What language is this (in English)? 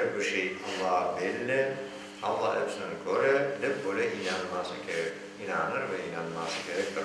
Crimean Tatar